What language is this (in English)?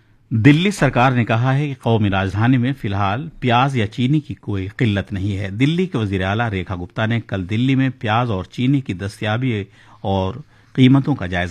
Urdu